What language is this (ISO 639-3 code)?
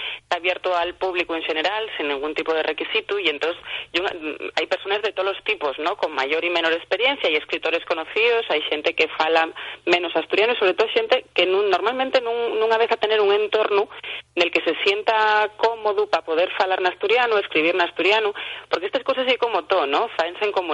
ast